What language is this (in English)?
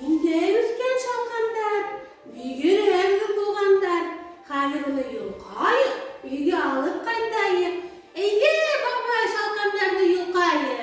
Bashkir